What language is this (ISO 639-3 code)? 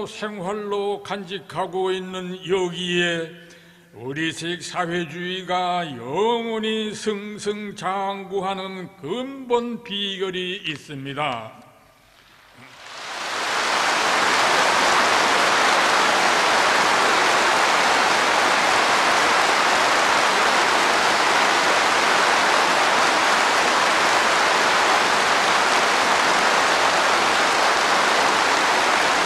kor